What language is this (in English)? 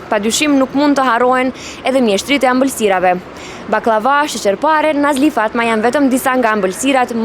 Albanian